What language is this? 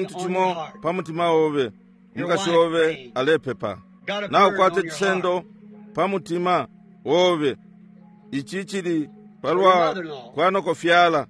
Bemba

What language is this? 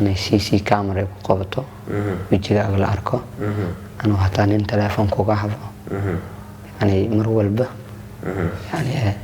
Somali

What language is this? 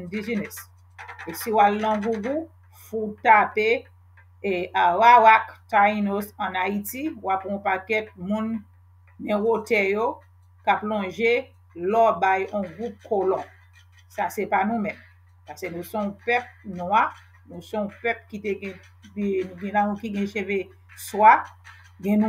Haitian Creole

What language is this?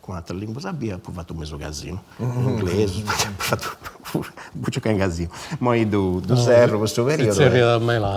Sardinian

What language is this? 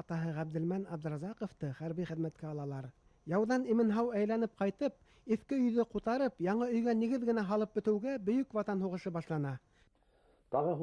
Bashkir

